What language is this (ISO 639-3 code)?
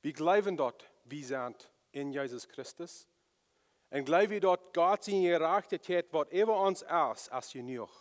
pdt